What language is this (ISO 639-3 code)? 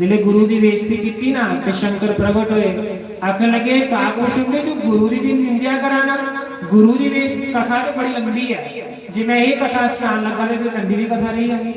doi